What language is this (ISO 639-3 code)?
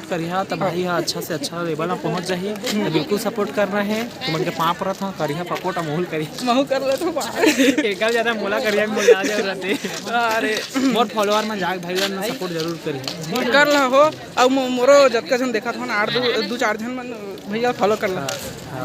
hne